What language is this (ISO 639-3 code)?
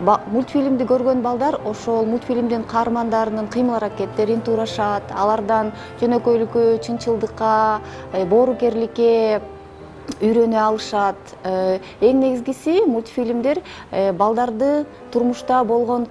kir